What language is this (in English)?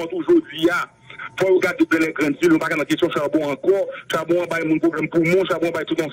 Haitian Creole